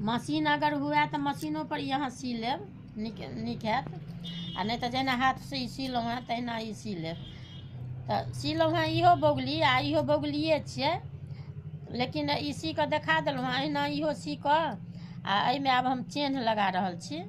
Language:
Maithili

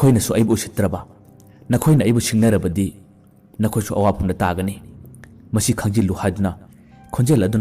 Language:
Manipuri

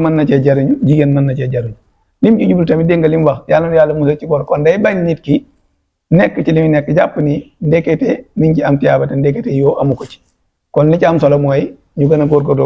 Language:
Wolof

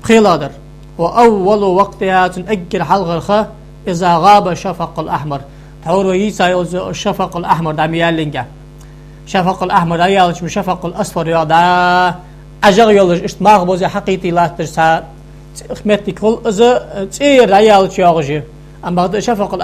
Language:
Ingush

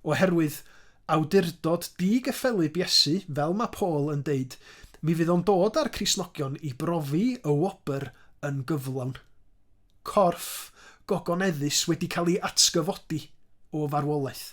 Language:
Welsh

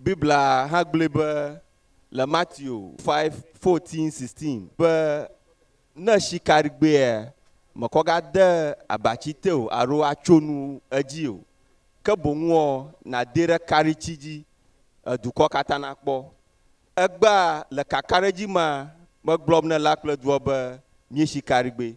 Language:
Ewe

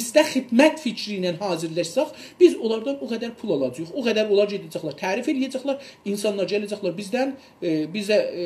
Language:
South Azerbaijani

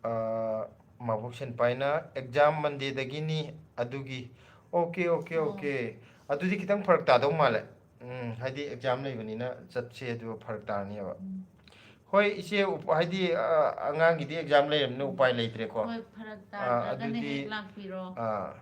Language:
Manipuri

